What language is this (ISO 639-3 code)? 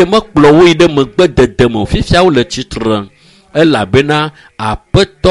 ewe